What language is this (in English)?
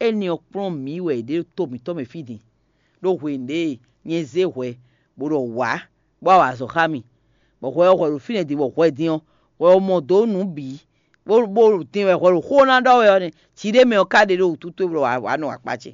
Fon